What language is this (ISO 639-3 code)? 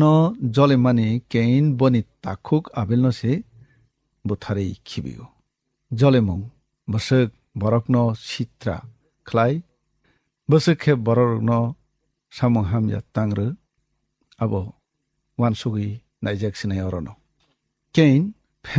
trp